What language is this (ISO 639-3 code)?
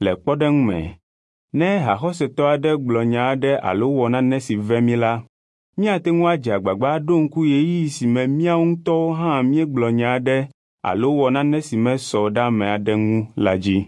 ewe